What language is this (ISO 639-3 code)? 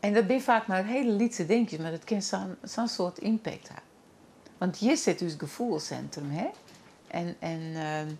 fry